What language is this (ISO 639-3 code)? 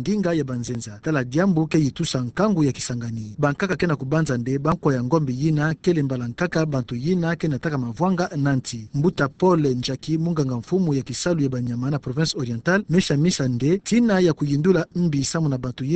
ktu